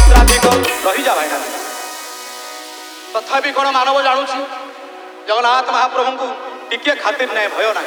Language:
Odia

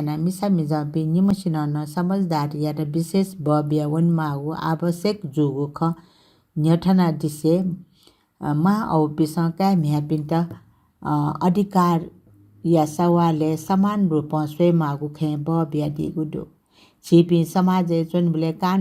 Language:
Newari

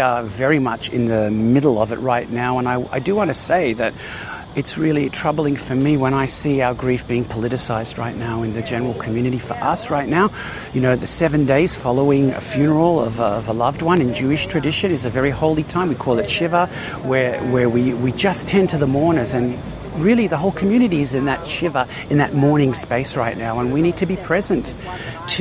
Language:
Macedonian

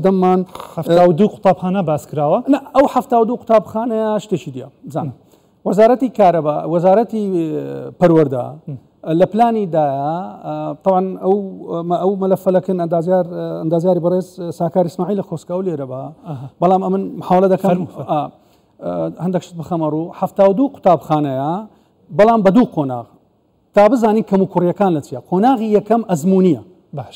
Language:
Central Kurdish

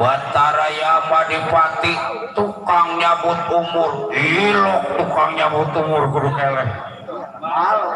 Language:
Betawi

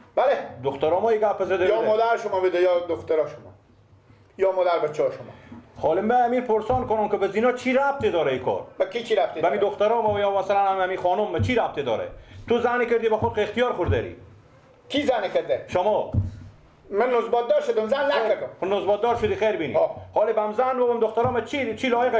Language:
Persian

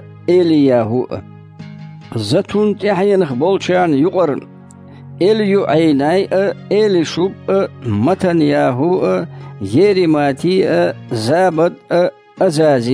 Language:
Chechen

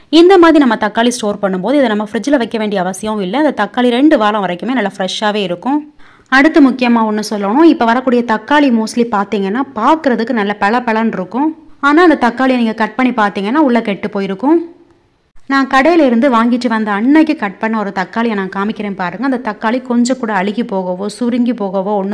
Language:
Tamil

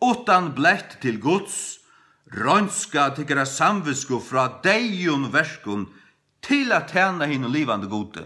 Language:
Faroese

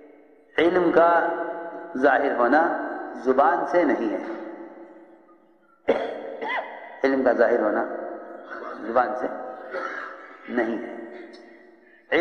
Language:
Urdu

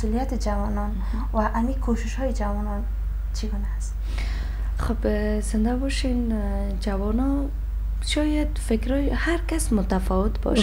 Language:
Persian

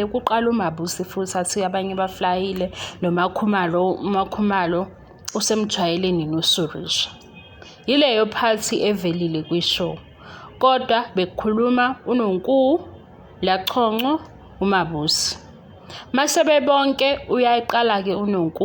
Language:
Zulu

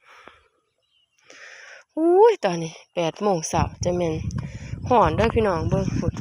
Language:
Lao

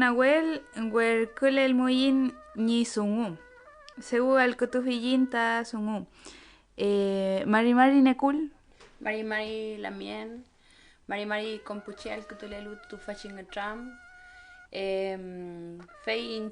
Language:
Mapuche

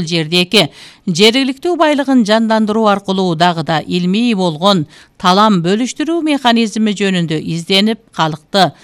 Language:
Kyrgyz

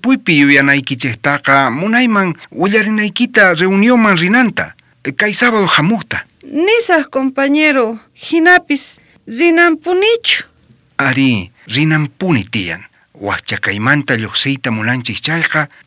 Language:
South Bolivian Quechua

